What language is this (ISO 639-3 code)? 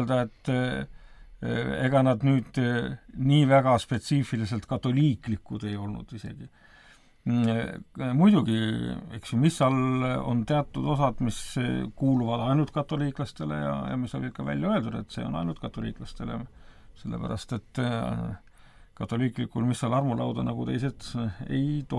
est